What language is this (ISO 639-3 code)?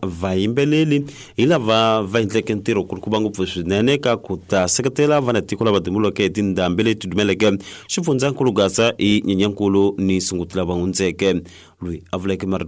tso